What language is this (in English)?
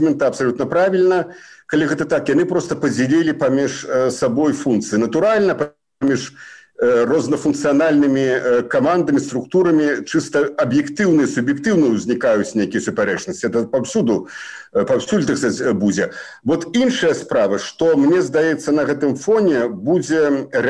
Belarusian